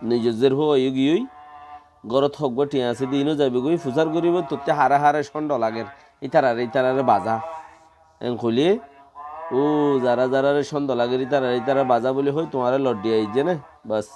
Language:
Rohingya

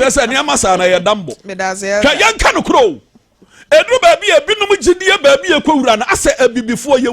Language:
Akan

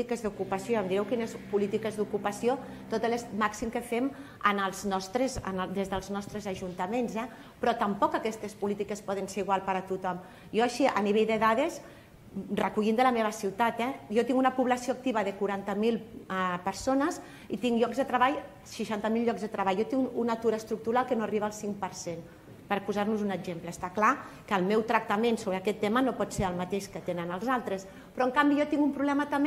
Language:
Catalan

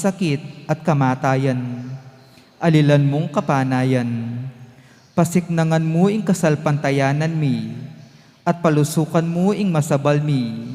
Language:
Pampanga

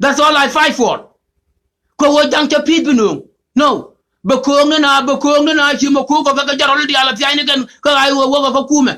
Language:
Nuer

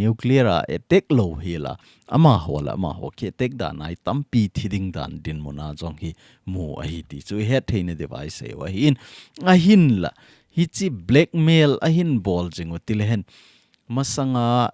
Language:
Thado Chin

